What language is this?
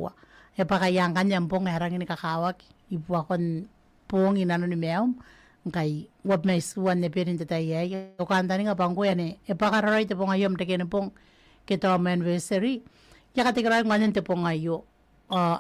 Gilbertese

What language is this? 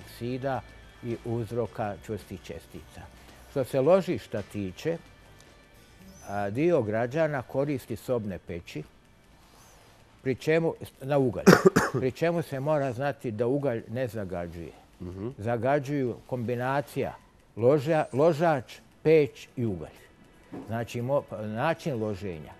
Bosnian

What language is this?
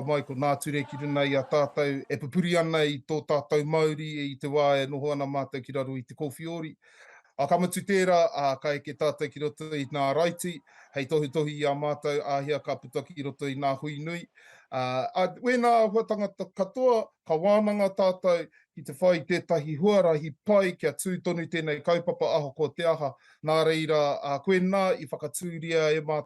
Māori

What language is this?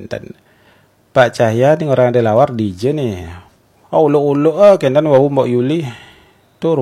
Balinese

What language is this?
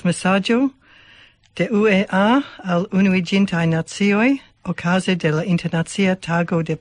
Esperanto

